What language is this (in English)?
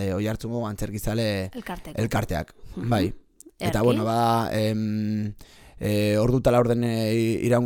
Basque